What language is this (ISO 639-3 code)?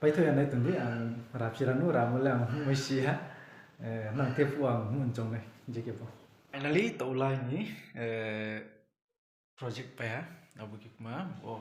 ria